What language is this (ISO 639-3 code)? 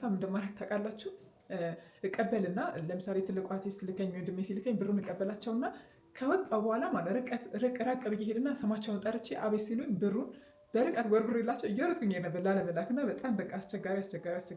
amh